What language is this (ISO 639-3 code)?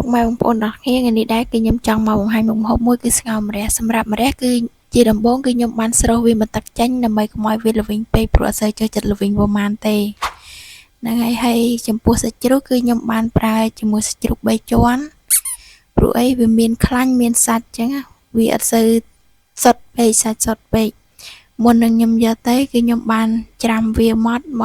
khm